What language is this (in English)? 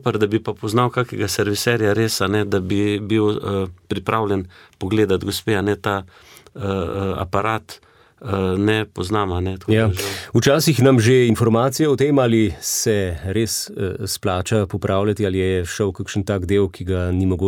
Slovenian